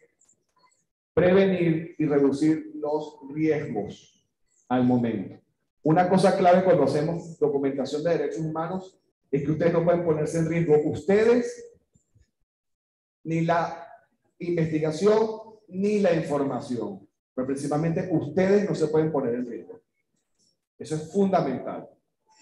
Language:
Spanish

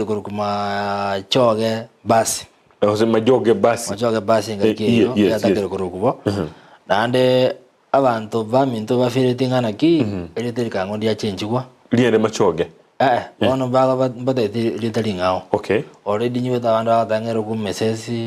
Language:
Gusii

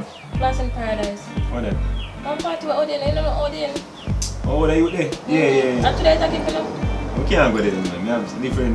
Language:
Jamaican Creole English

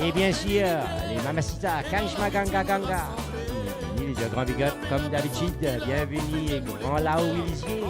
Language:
Morisyen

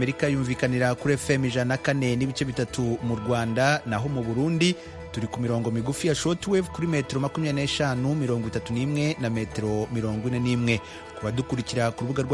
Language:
Kinyarwanda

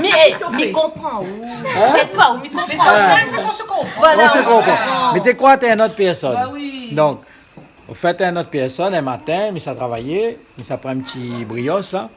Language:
Réunion Creole French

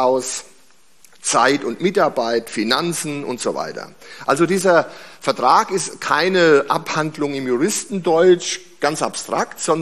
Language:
German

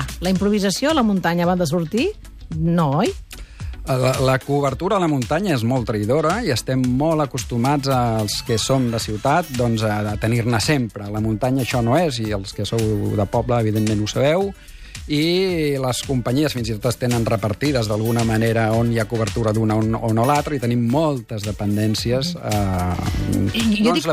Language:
Catalan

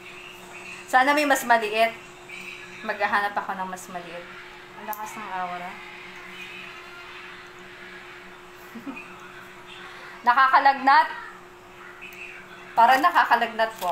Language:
Filipino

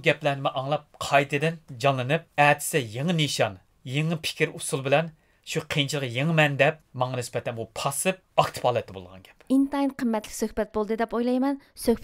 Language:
Uyghur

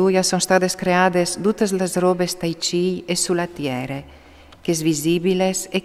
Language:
Friulian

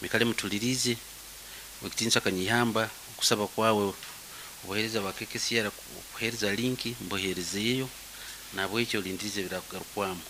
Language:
Nyankole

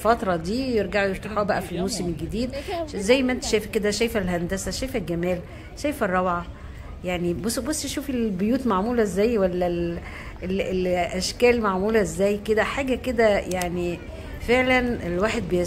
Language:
Egyptian Arabic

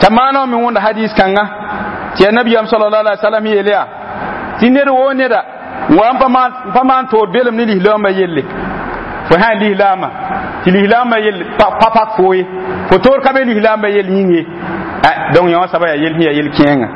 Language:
Mossi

